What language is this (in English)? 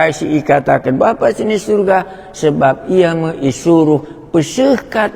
Batak Karo